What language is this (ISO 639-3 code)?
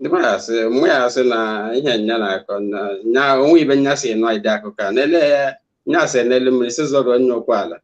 ibo